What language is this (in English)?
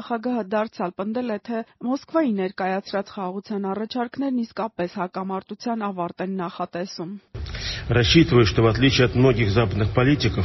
Armenian